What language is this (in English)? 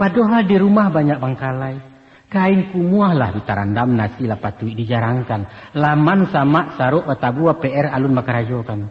Minangkabau